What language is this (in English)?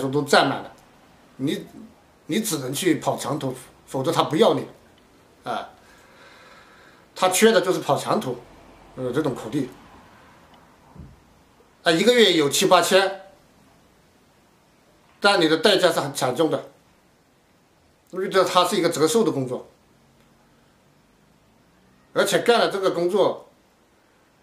Chinese